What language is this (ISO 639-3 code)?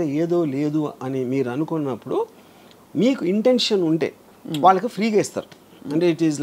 tel